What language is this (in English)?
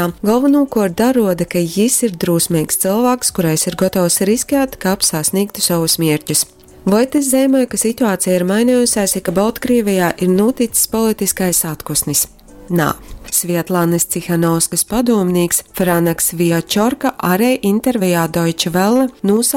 Latgalian